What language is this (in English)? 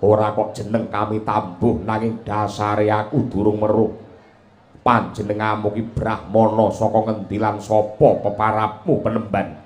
Javanese